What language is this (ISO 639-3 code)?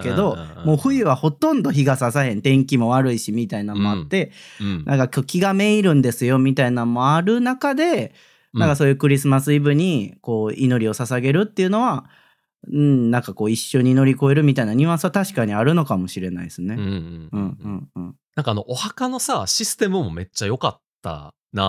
jpn